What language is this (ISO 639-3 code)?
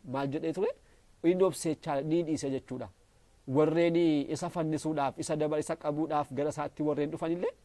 orm